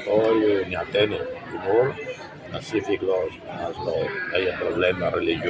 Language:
Tetum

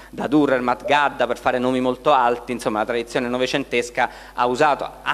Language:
Italian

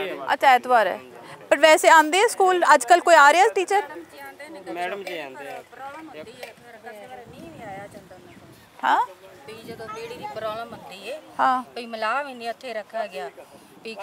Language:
Punjabi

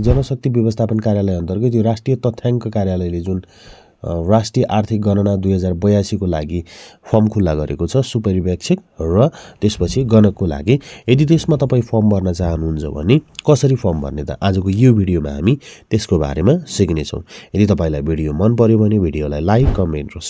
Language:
Nepali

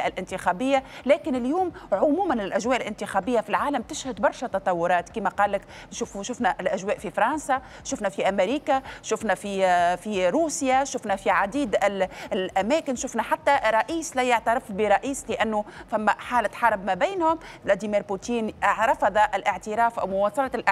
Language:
Tunisian Arabic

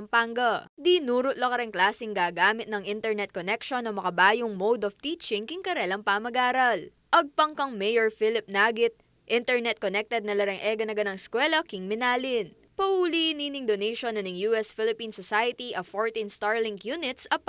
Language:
Pampanga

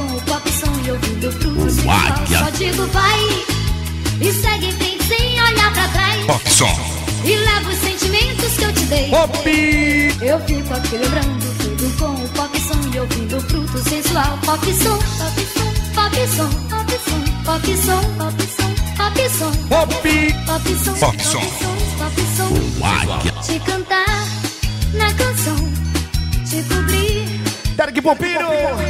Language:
Portuguese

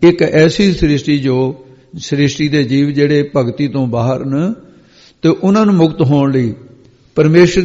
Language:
Punjabi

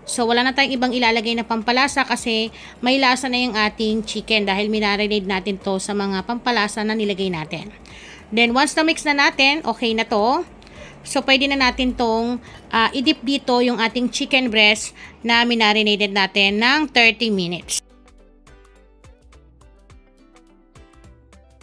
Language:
Filipino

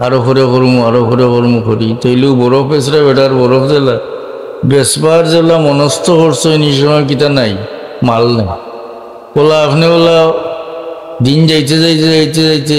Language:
Sylheti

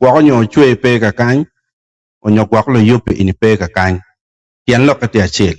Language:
Acoli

